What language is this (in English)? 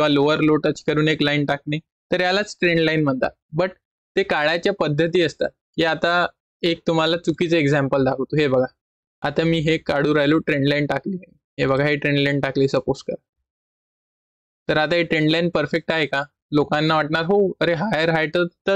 Marathi